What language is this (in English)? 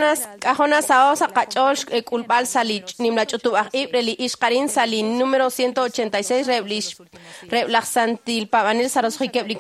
Kekchí